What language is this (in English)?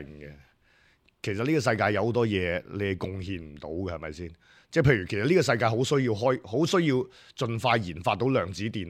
Cantonese